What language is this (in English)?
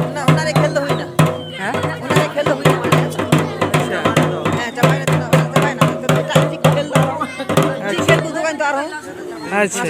Santali